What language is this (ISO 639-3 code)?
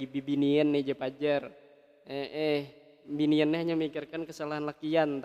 bjn